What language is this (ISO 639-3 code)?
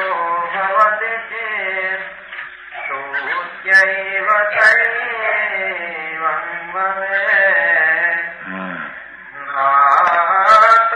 guj